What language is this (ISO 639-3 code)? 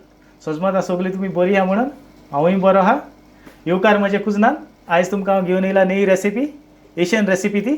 kok